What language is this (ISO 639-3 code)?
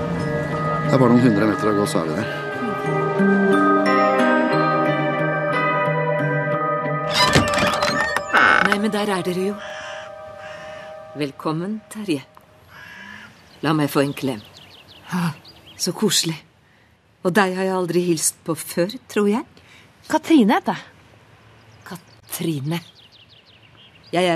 nor